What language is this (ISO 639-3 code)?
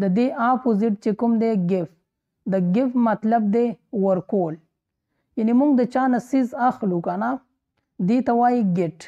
pus